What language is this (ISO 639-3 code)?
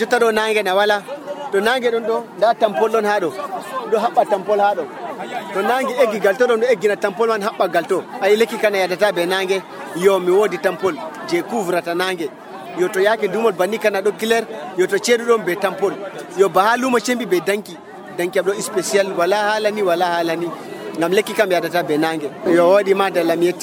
fuv